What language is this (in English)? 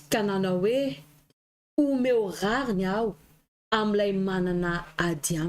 Malagasy